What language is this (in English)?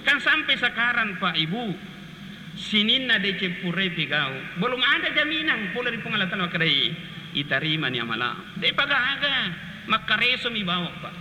Buginese